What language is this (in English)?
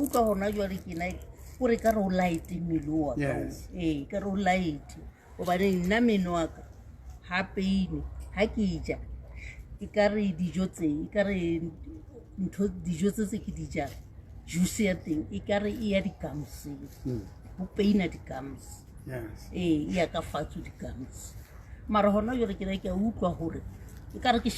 Southern Sotho